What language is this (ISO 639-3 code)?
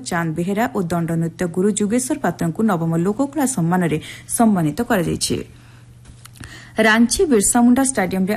ori